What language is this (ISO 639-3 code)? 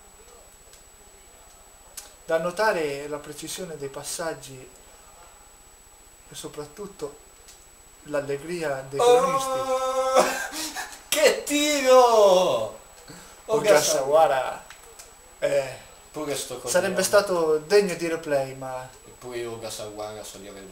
ita